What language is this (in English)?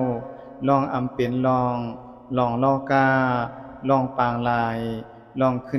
Shan